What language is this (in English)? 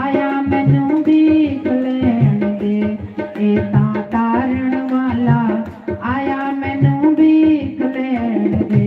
Dogri